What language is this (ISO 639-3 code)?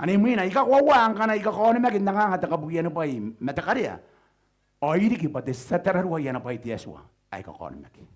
gil